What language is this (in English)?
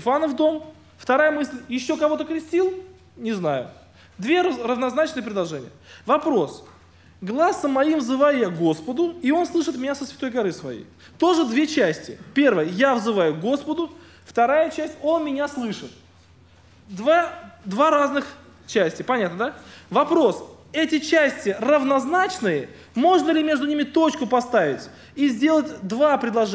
Russian